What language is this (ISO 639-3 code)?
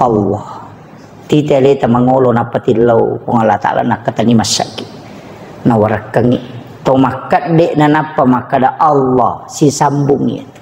bug